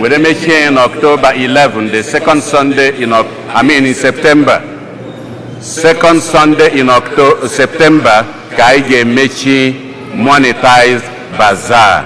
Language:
Igbo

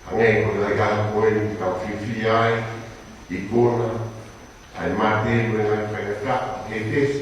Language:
Tongan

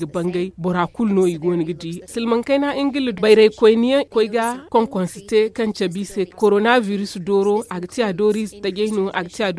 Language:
Zarma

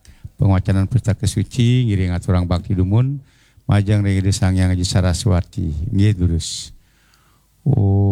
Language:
Balinese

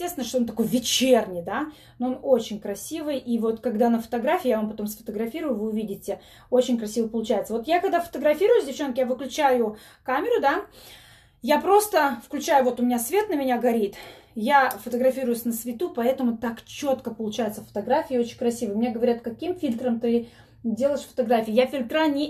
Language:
Russian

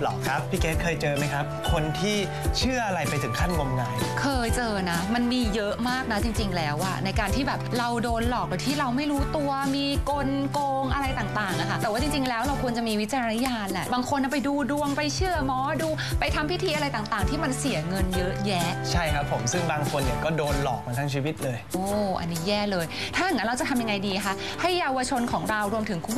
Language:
Thai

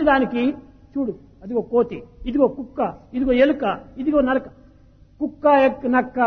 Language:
Telugu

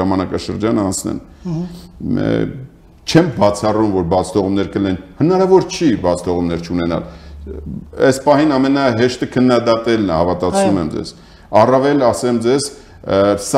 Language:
Armenian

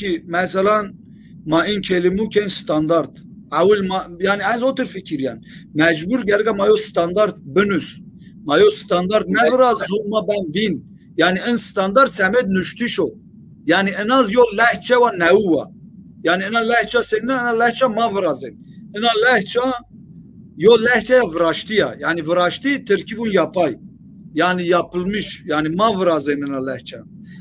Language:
Zaza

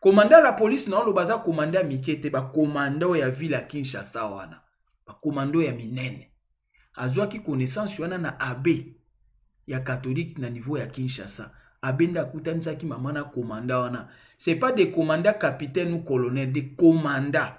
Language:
Lingala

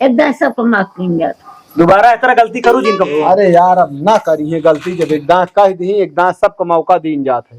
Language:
Awadhi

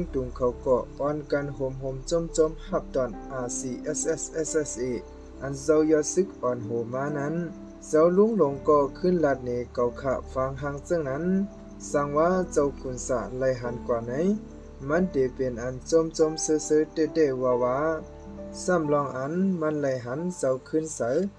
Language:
Shan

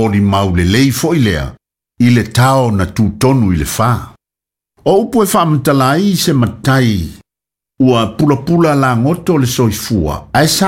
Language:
Samoan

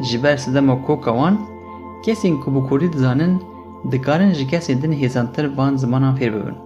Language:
Kurdish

